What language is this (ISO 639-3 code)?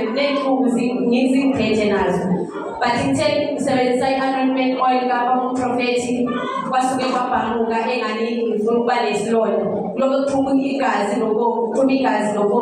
zul